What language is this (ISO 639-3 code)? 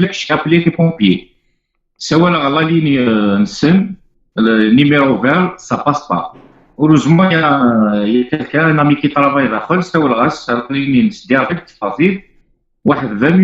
kab